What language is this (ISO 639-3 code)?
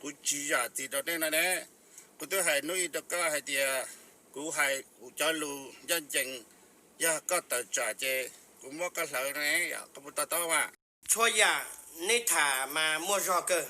hmn